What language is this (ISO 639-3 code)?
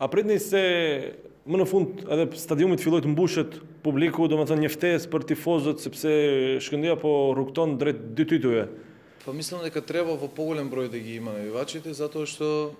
mkd